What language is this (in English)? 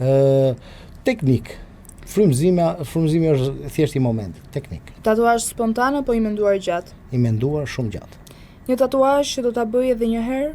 Albanian